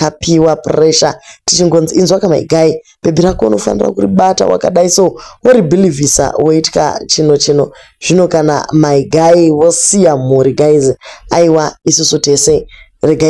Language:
Shona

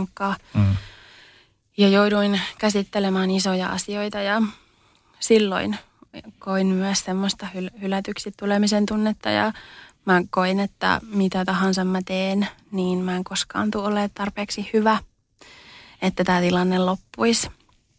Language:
Finnish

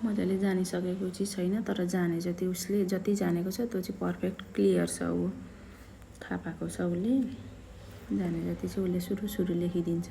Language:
Nepali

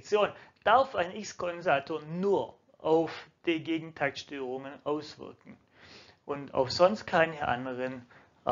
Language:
German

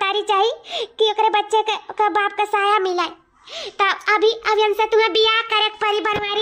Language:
Awadhi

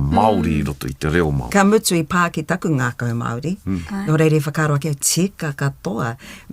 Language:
Māori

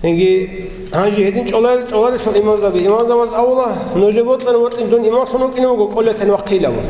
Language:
Avaric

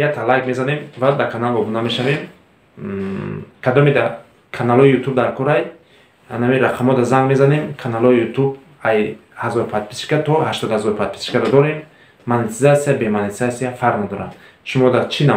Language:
Tajik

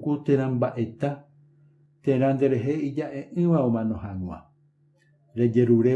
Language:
Guarani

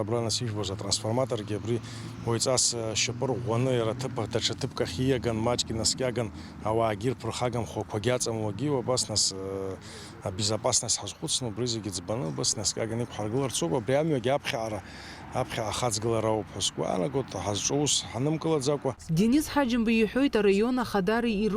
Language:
Abkhazian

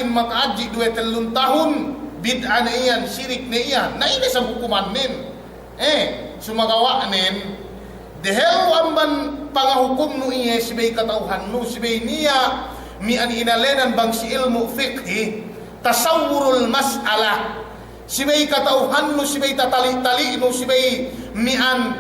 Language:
Yakan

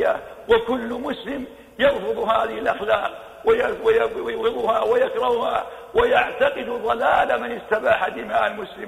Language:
Arabic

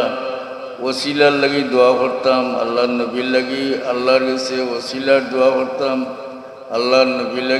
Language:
Sylheti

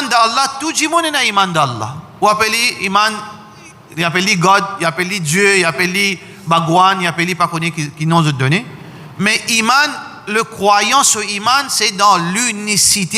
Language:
Morisyen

